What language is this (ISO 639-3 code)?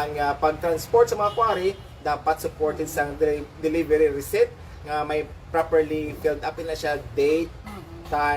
hil